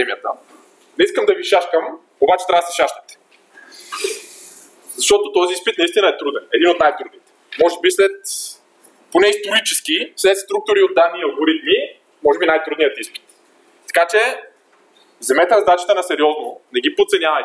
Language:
Bulgarian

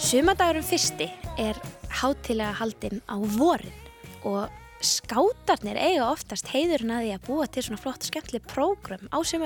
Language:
Icelandic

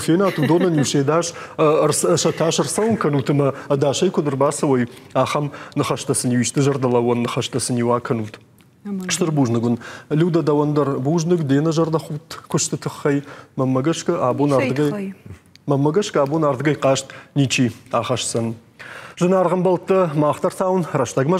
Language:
Ossetic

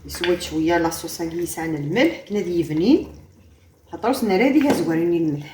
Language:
Kabyle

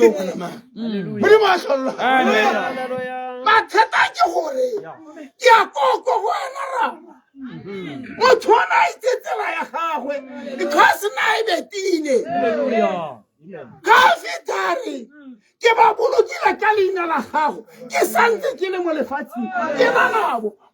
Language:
Tswana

